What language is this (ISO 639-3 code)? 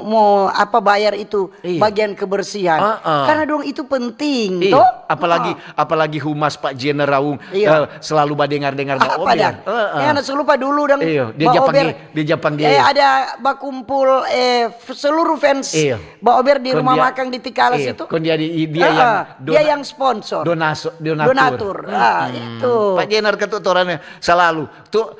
xmm